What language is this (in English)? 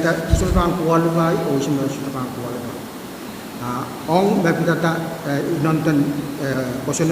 Pohnpeian